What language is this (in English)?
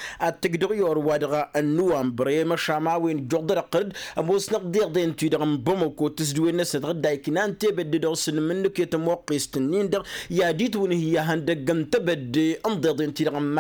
Tamasheq